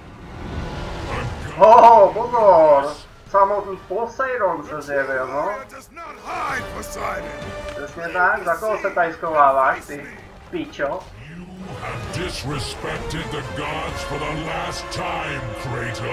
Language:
Czech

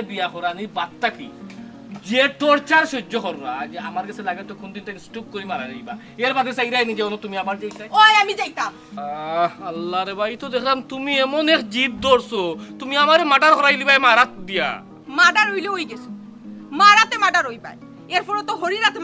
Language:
Sylheti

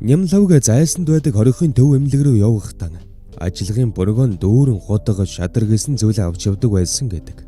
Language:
Mongolian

